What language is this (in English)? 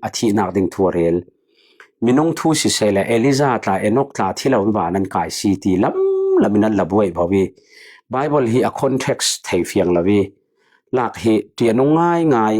Falam Chin